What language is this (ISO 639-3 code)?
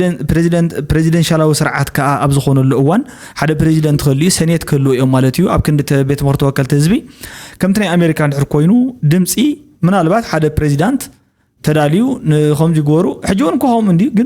tir